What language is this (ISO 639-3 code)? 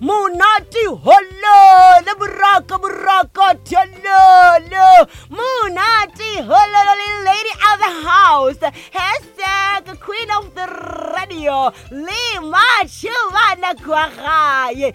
nso